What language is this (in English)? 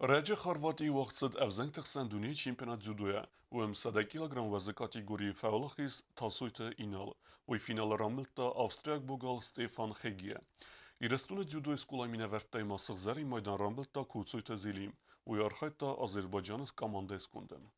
Ossetic